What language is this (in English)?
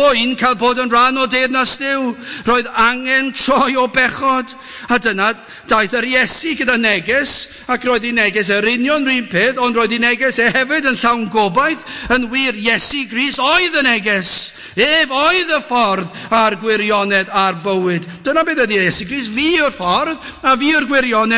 Welsh